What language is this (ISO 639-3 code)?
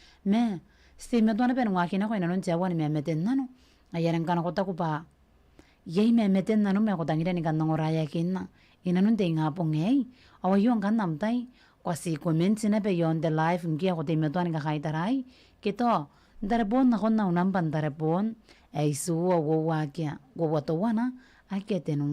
gil